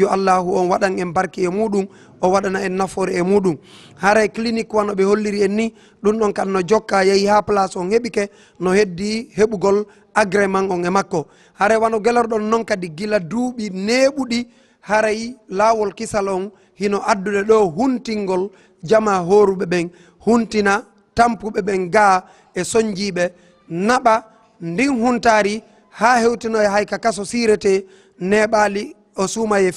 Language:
Fula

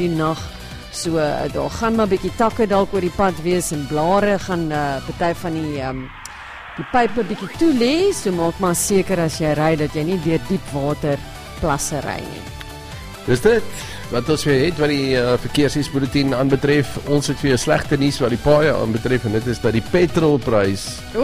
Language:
Afrikaans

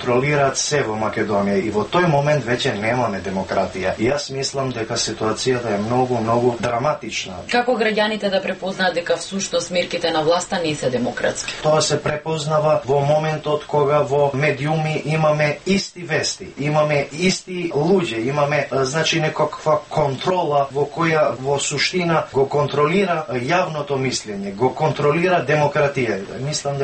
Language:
Macedonian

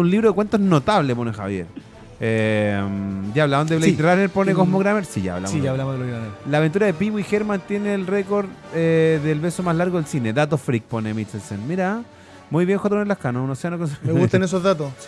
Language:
Spanish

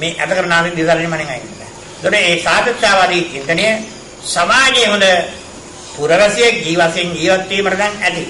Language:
Sinhala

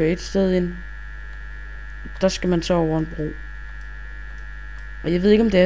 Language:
Danish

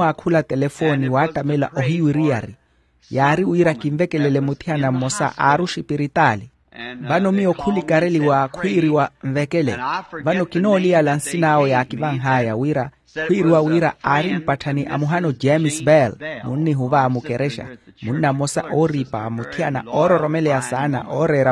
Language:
Makhuwa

